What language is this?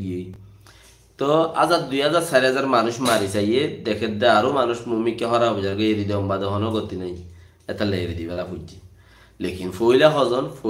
Rohingya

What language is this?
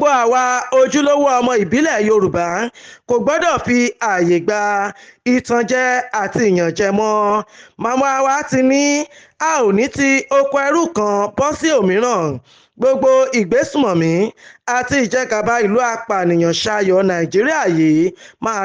Yoruba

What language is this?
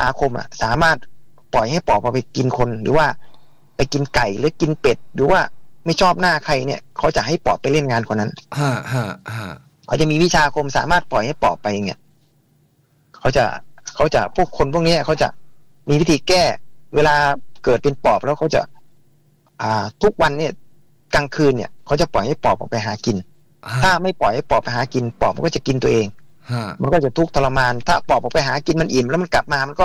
Thai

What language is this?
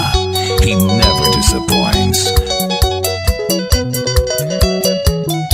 Kikuyu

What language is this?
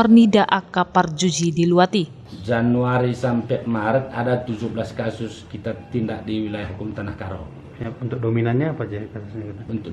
Batak Toba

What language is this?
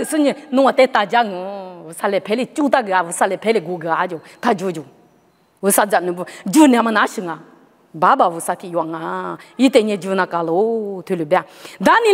Lisu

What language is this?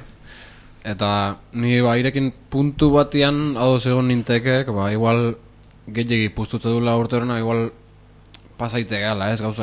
Basque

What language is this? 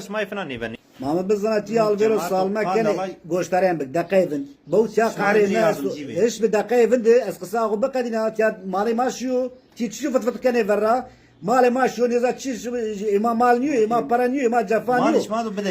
Zaza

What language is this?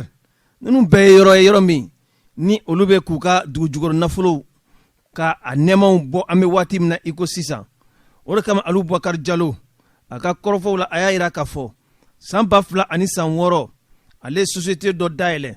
Bambara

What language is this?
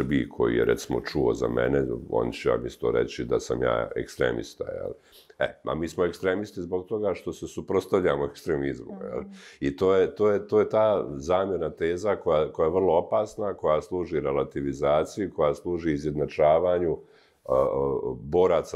Croatian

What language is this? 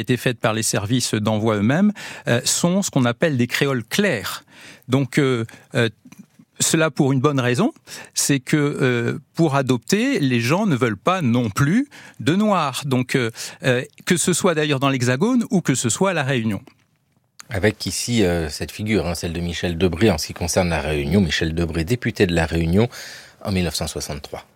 French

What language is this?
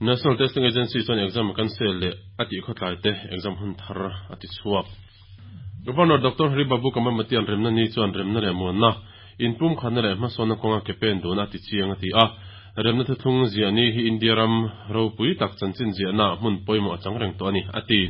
Mizo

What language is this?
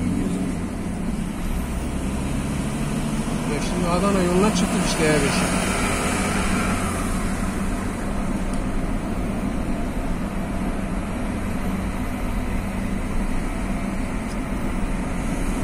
Turkish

